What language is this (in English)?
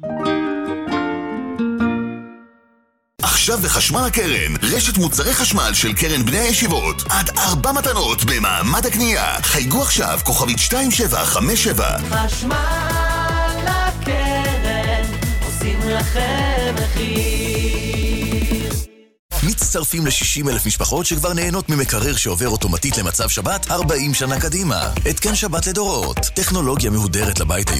Hebrew